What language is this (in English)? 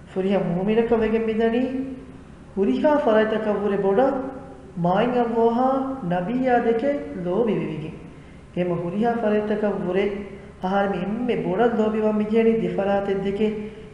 Divehi